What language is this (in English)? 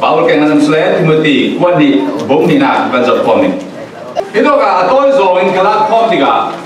Falam Chin